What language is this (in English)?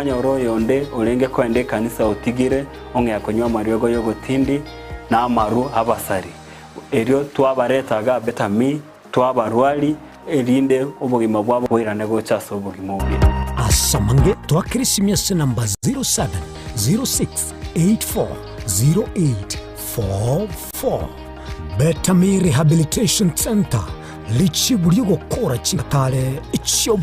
Gusii